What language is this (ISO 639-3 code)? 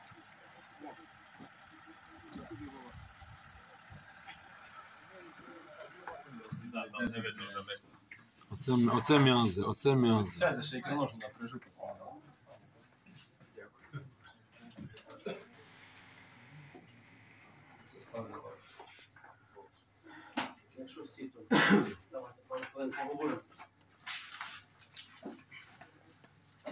ukr